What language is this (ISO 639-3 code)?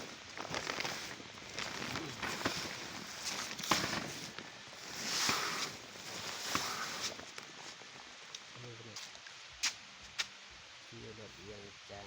lao